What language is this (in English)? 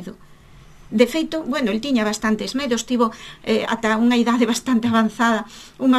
Galician